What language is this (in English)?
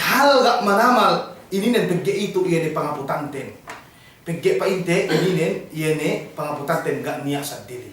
Yakan